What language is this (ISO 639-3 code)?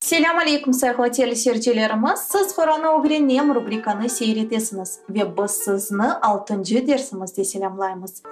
crh